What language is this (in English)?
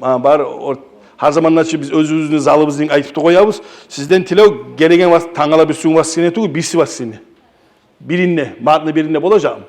Kumyk